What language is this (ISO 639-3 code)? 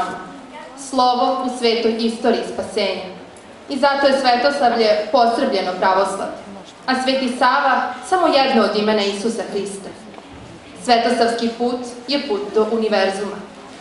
srp